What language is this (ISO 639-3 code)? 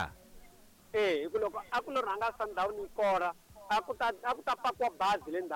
tso